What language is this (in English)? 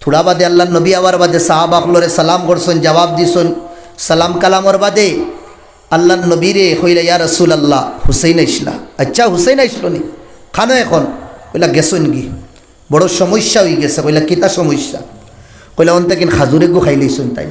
Sylheti